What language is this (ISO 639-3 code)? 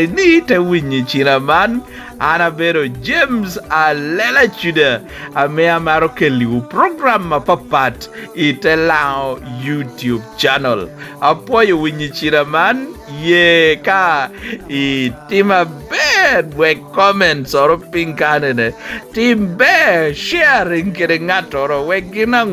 laj